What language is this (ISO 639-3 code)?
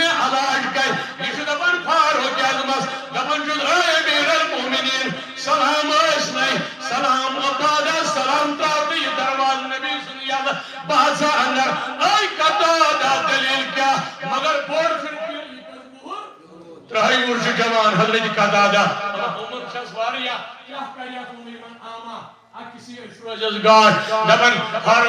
kas